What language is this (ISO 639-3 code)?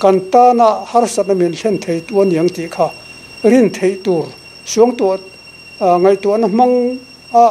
lus